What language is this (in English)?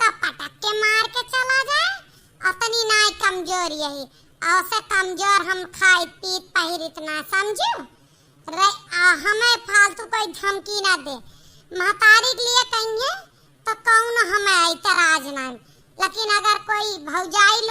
Awadhi